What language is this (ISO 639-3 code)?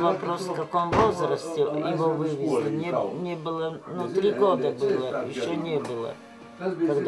rus